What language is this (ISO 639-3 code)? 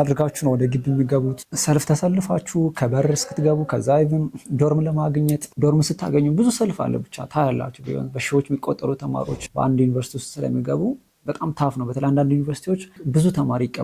amh